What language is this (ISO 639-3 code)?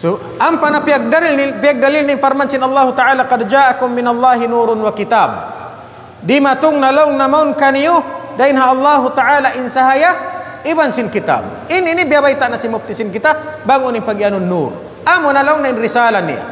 tsg